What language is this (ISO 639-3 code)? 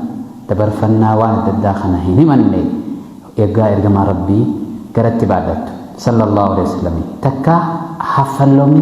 orm